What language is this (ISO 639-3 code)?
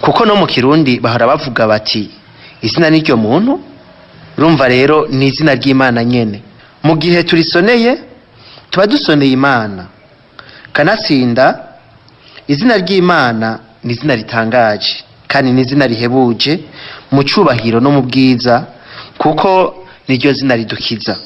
run